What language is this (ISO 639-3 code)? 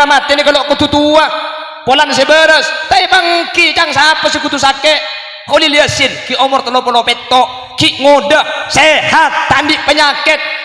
mad